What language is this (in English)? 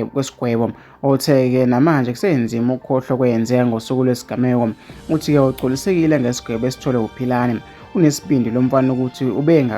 Zulu